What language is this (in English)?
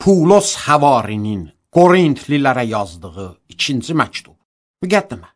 Azerbaijani